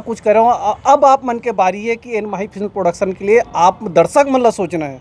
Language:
Chhattisgarhi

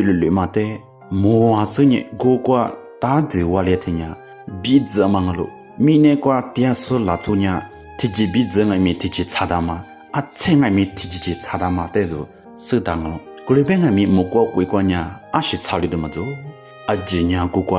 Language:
Lisu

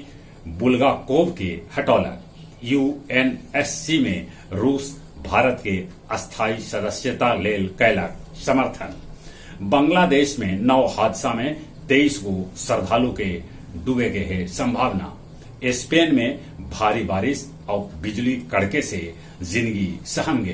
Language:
Magahi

